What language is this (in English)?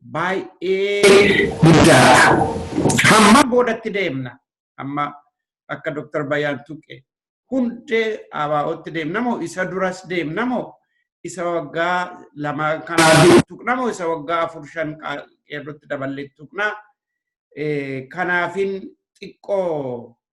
Oromo